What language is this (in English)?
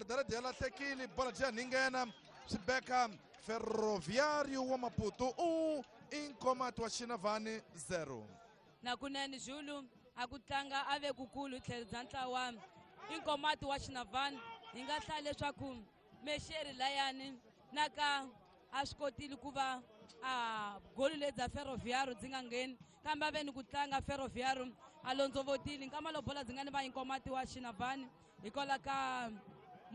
Tsonga